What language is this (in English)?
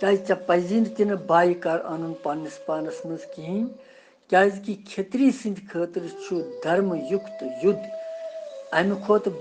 Kashmiri